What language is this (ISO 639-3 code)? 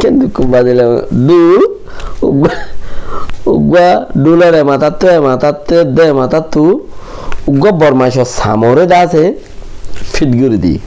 rhg